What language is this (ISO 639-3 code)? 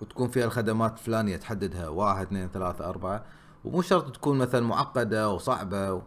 afb